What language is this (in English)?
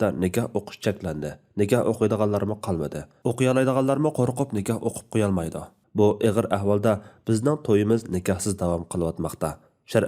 Uyghur